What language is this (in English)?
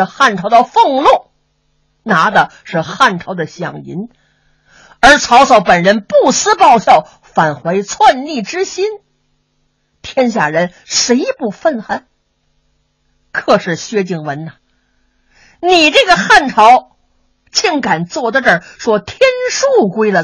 Chinese